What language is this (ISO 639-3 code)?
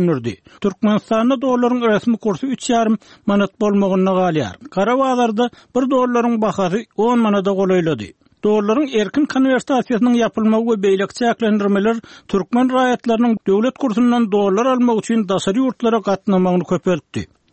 tuk